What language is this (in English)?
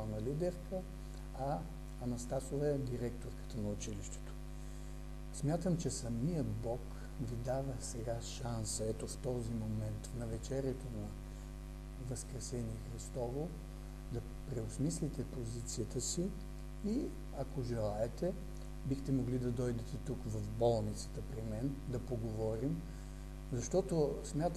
Bulgarian